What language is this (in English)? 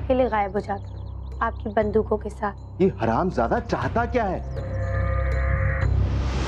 Hindi